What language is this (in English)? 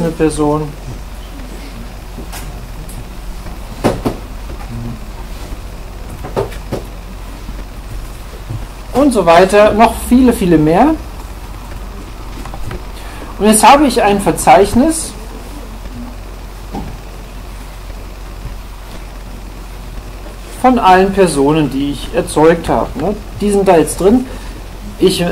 German